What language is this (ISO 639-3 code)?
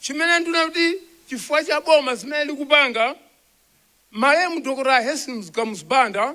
nya